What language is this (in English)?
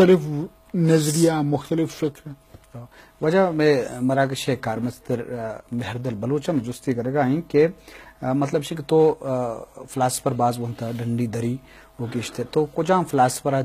Eastern Balochi